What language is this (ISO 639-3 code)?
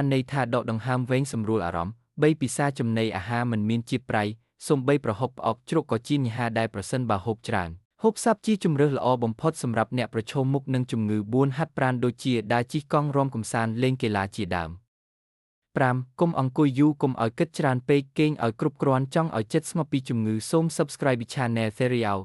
khm